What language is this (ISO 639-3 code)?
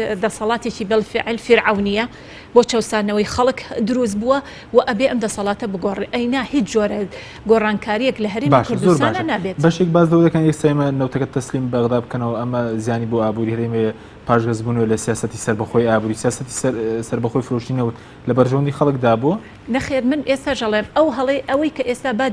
ckb